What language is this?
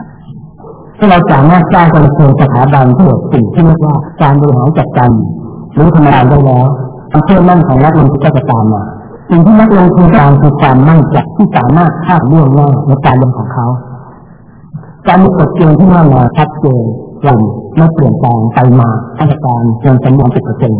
Thai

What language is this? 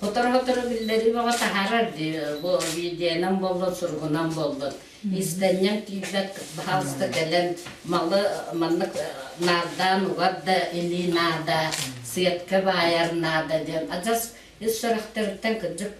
Yakut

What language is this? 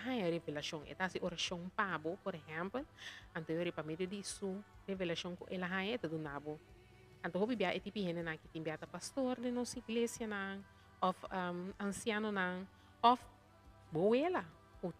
Papiamento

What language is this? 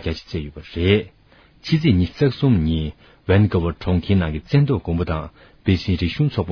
Tibetan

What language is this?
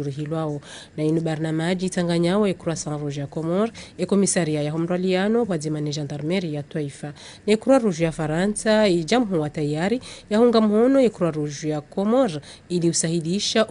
Ngazidja Comorian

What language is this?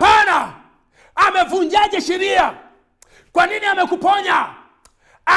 Swahili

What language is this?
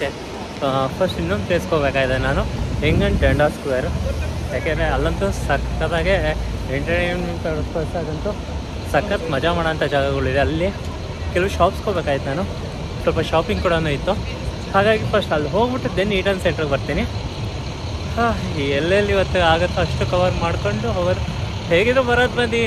Kannada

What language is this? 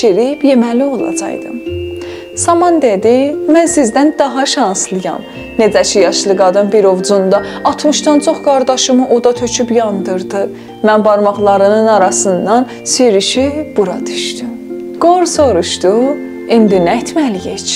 South Azerbaijani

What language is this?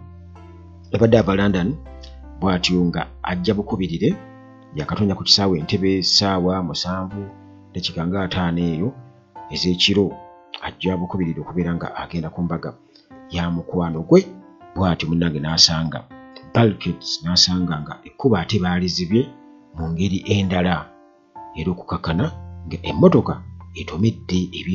Ganda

